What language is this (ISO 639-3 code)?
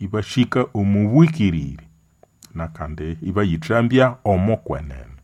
nnb